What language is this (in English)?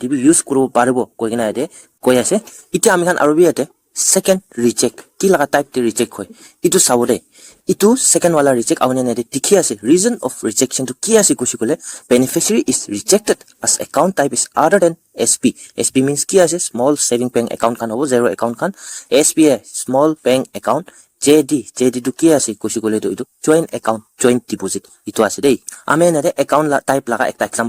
Naga Pidgin